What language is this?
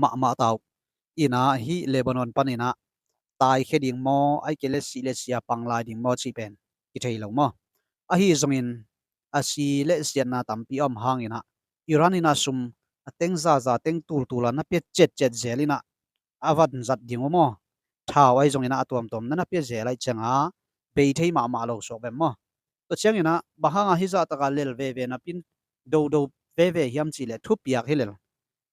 Tedim Chin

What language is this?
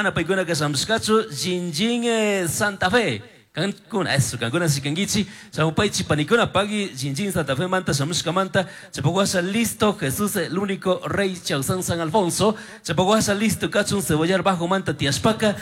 Chimborazo Highland Quichua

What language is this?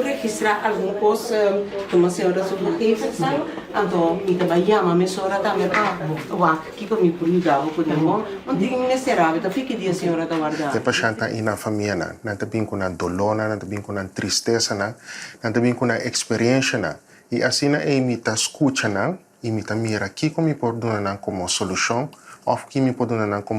Papiamento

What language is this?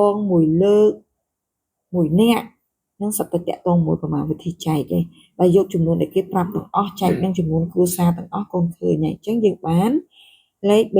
Khmer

